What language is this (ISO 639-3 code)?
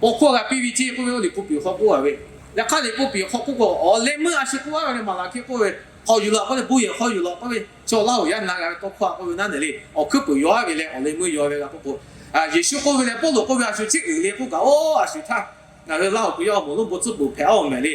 lhu